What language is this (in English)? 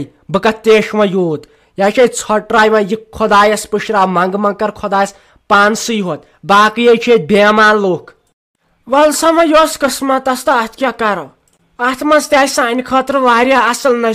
Kashmiri